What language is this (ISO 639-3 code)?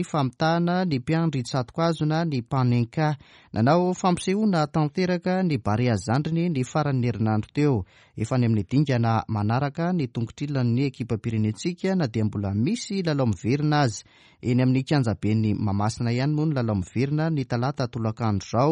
mlg